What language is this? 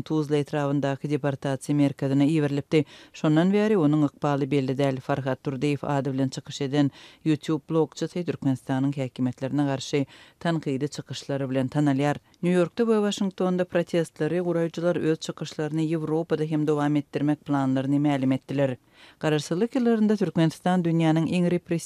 Turkmen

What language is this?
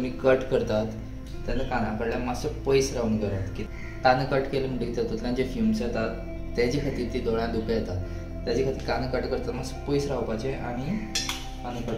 Konkani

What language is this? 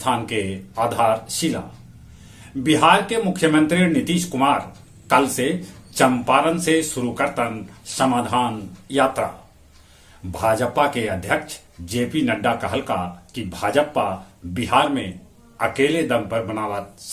Magahi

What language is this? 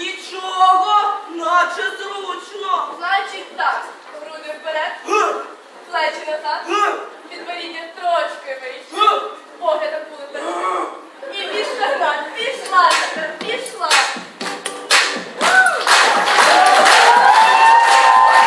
Ukrainian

